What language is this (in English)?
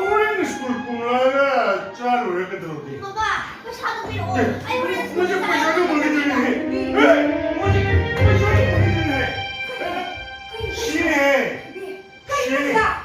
Manipuri